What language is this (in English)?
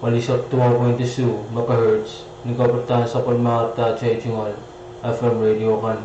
Pohnpeian